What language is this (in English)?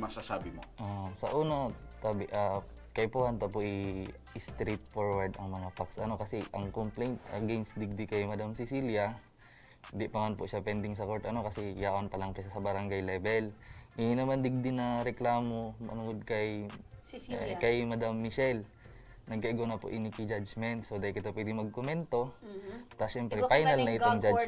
Bikol